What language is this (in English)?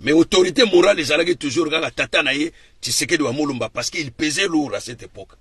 Lingala